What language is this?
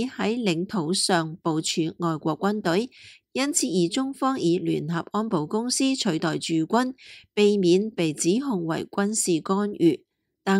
Cantonese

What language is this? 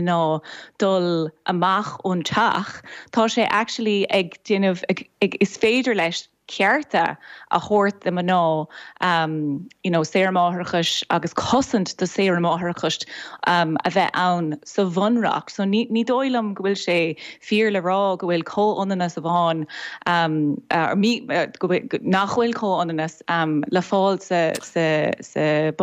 Irish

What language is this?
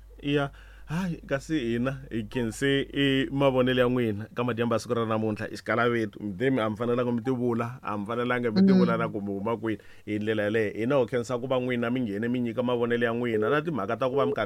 Tsonga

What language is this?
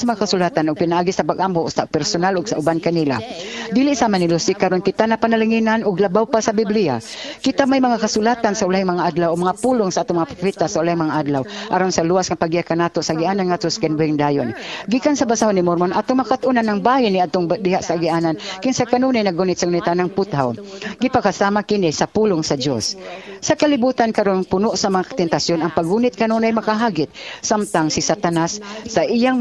Cebuano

